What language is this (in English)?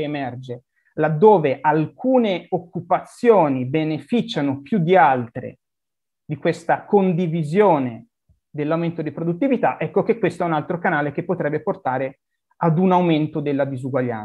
Italian